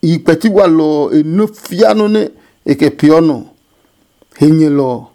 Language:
Adangme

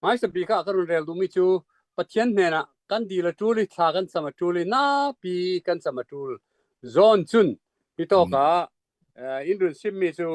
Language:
Hakha Chin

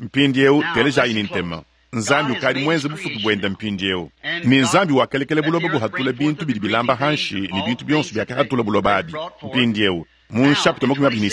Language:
Luba-Lulua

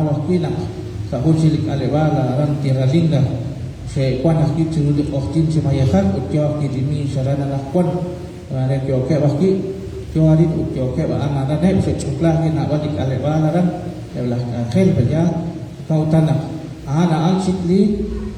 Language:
Kekchí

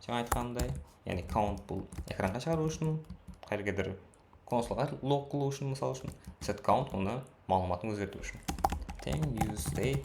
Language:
Kara-Kalpak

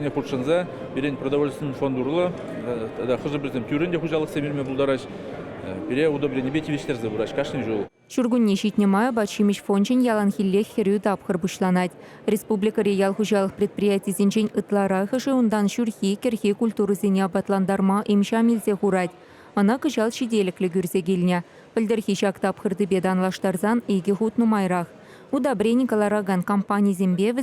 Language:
Chuvash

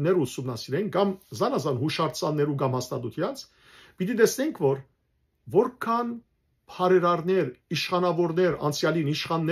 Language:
Western Armenian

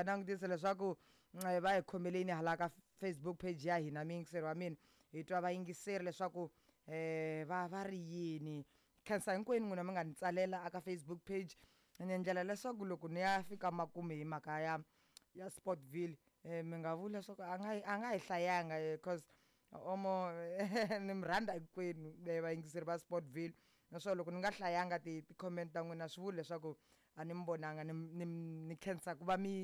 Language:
Tsonga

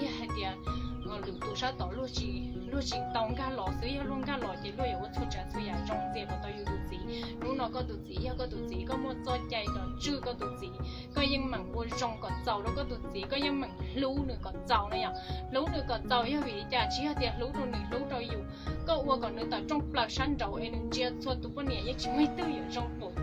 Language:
Vietnamese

